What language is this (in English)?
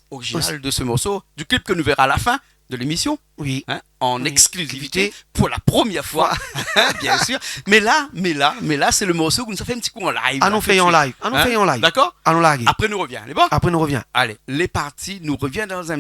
Réunion Creole French